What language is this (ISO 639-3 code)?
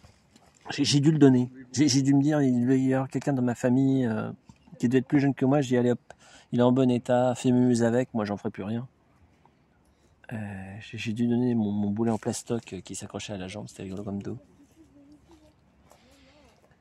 fra